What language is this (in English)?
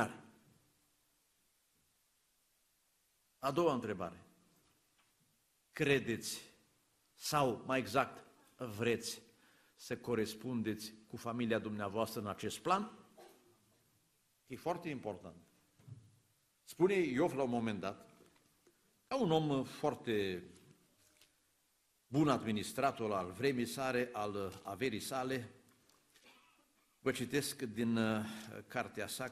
Romanian